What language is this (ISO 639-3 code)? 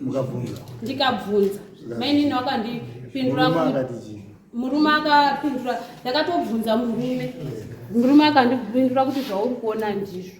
sna